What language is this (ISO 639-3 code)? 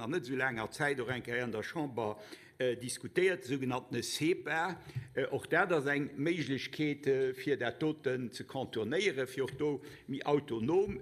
ltz